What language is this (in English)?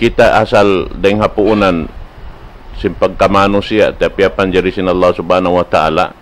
Tausug